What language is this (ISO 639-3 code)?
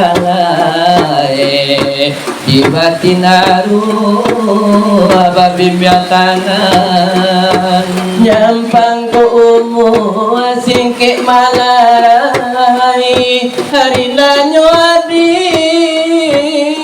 min